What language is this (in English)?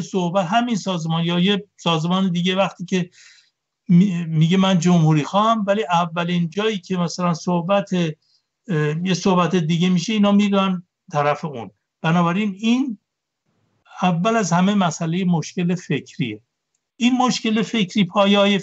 Persian